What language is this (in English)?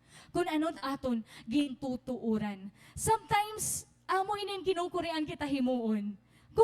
Waray